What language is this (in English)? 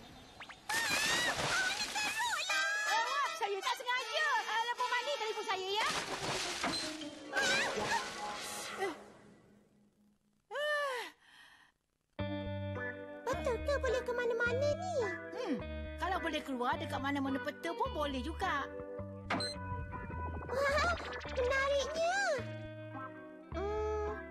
Malay